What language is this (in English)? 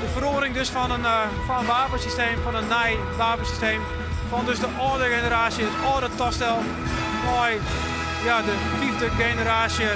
Western Frisian